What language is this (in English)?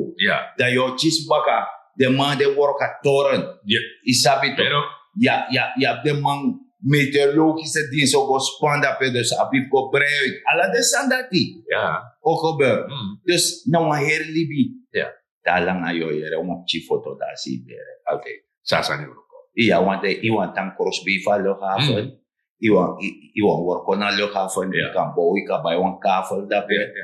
Sranan Tongo